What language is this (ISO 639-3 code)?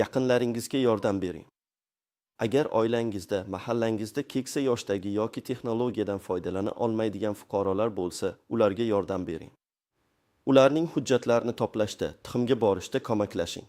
uzb